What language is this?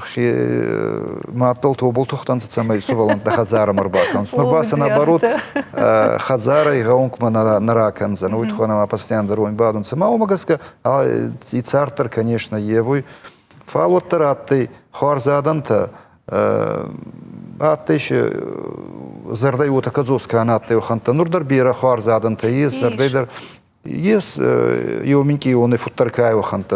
Ossetic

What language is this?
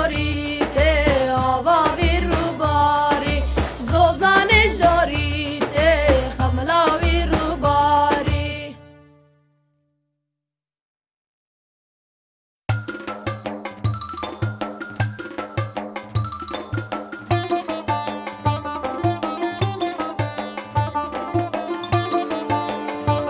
Kurdish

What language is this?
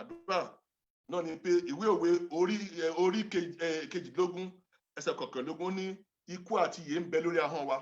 Yoruba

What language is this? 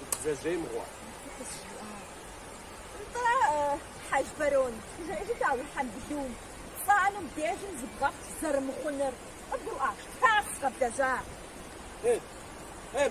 Kabardian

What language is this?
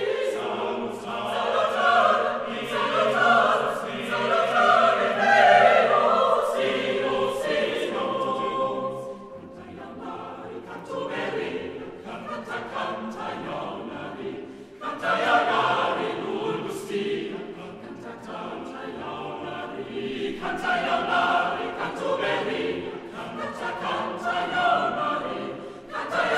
Latin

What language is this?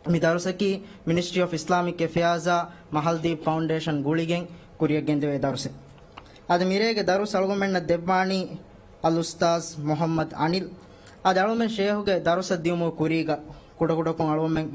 Divehi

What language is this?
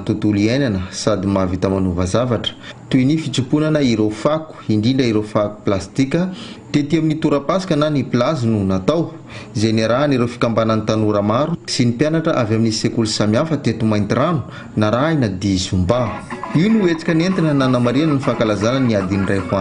Malagasy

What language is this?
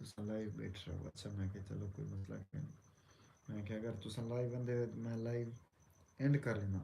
Saraiki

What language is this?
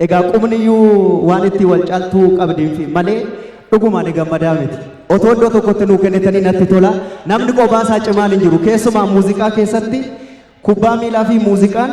Oromo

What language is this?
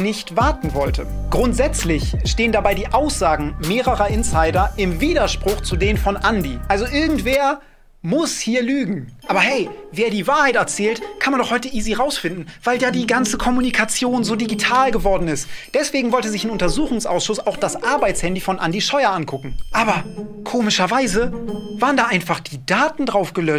German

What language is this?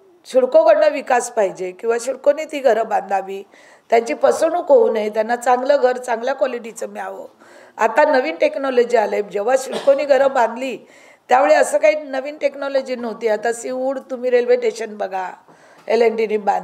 Marathi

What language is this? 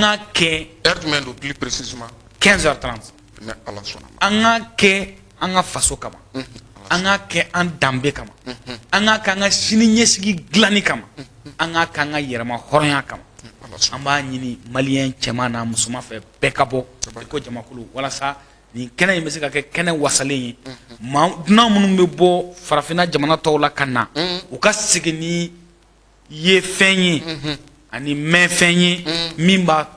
Bambara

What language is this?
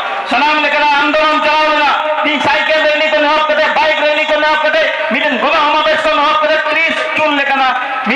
Santali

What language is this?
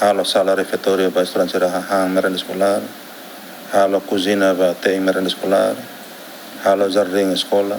Tetum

